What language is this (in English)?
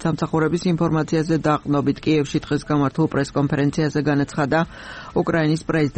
Georgian